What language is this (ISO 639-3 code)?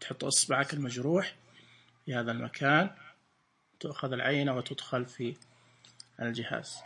ars